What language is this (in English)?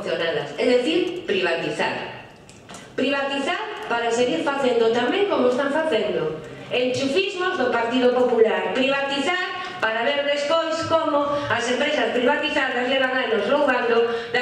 Galician